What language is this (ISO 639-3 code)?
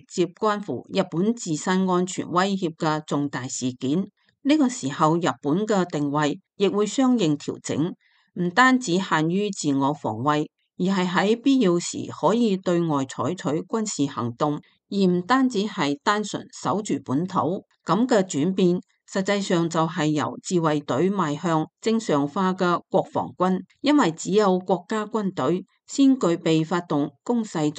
yue